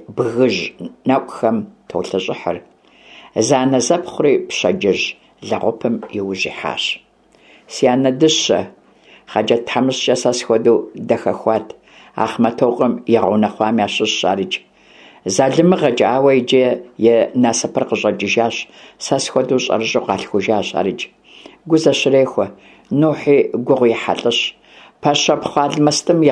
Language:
Kabardian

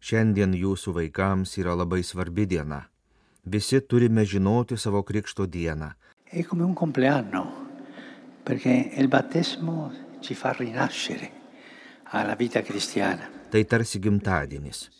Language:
Lithuanian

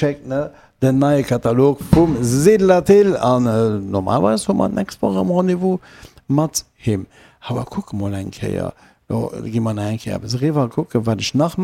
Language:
Luxembourgish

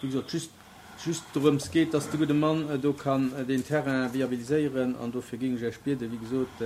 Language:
Luxembourgish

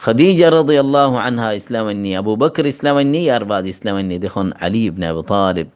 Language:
Rohingya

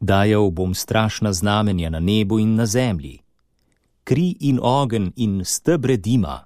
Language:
Slovenian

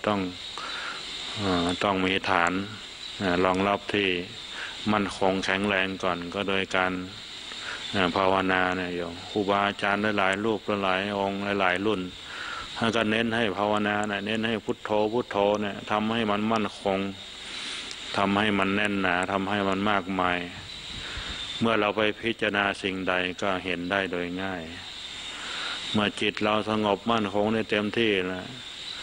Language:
Thai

